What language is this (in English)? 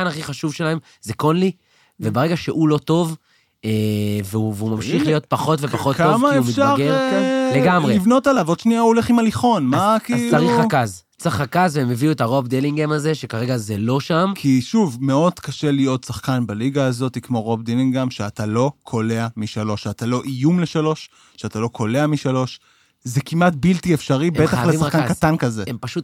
Hebrew